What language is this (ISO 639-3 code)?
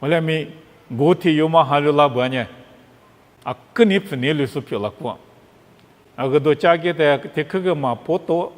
lis